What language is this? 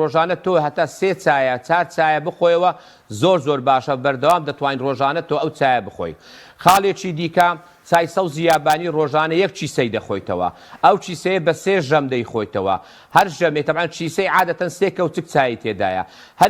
Central Kurdish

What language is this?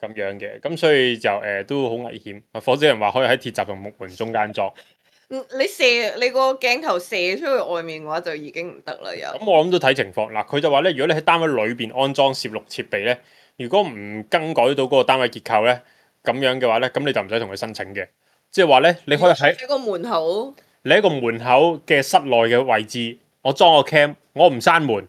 Cantonese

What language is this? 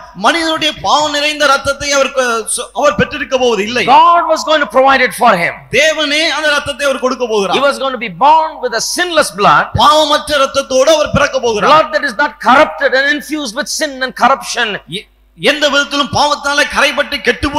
Tamil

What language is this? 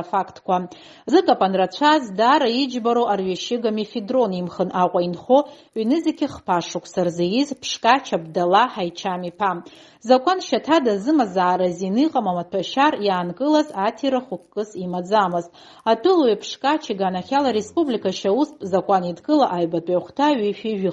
Abkhazian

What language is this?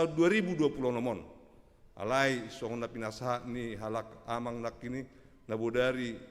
Batak Toba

